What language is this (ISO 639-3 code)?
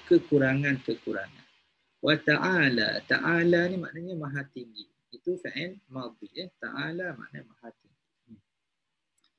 msa